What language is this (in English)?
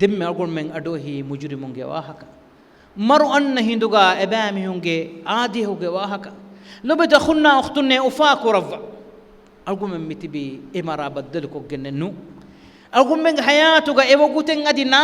Divehi